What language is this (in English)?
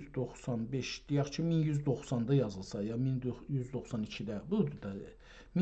South Azerbaijani